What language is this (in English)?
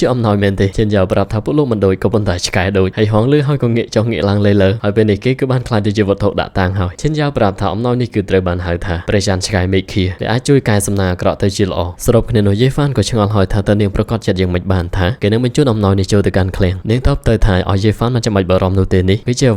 Khmer